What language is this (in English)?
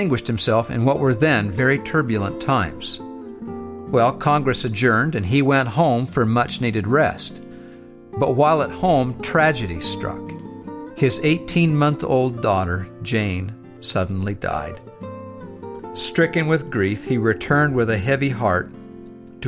English